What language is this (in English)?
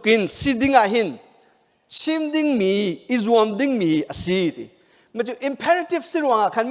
Hakha Chin